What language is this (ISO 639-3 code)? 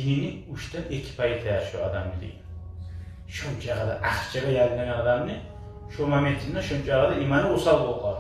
kum